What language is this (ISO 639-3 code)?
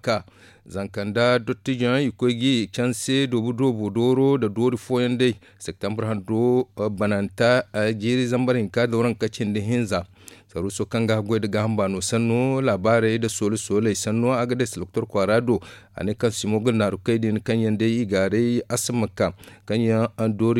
dje